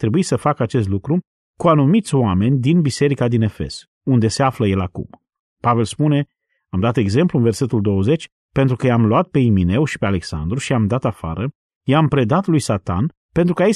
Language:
Romanian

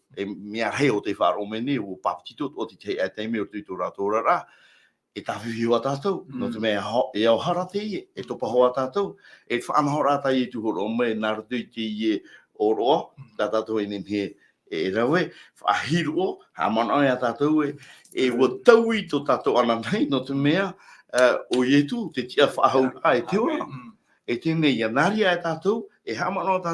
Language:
Tahitian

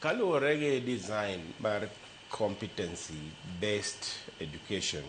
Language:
Luo (Kenya and Tanzania)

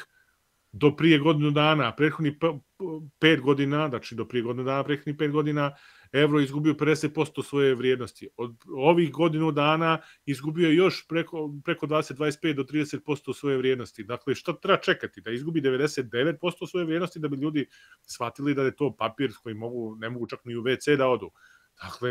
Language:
Serbian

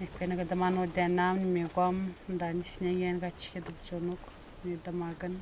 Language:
Atikamekw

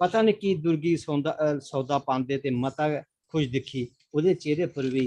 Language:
Dogri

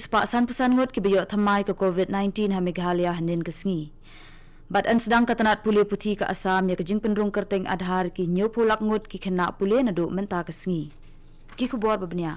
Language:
Khasi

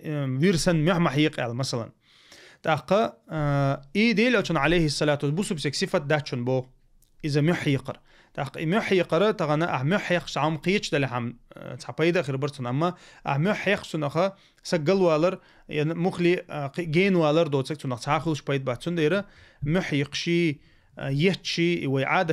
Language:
Chechen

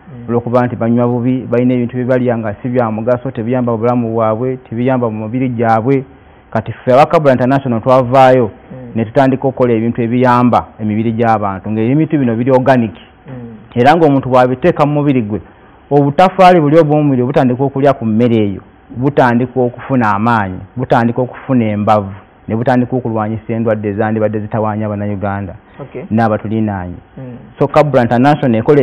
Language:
Ganda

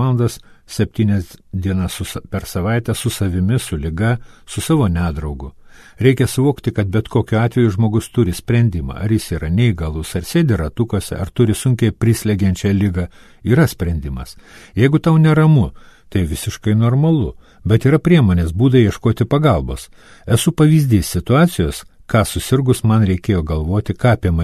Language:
Lithuanian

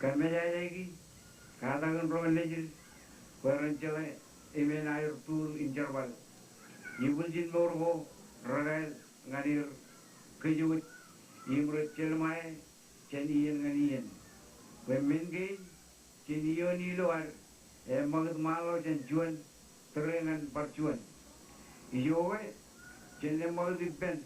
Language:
Marshallese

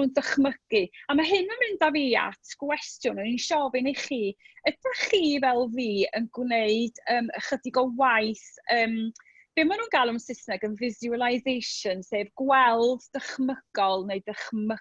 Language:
Welsh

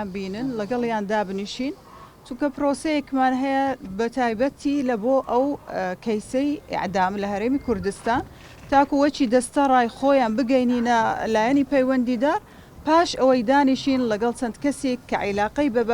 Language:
Central Kurdish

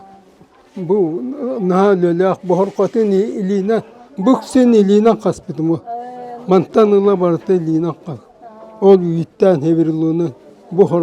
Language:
Yakut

